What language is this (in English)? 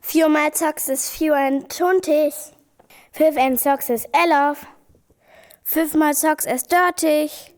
Northern Frisian